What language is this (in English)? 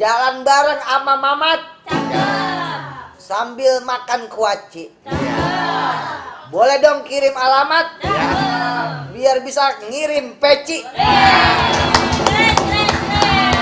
Betawi